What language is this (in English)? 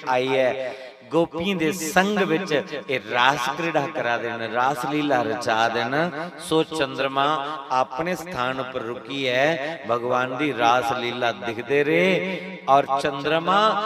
Dogri